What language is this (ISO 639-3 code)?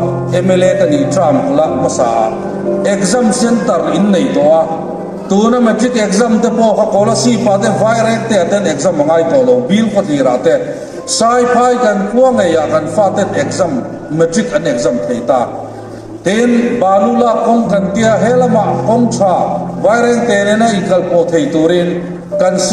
hmr